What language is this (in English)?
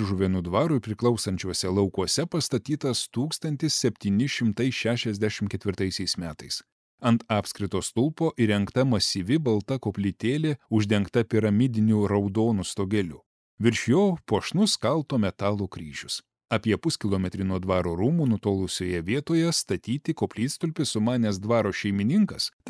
Lithuanian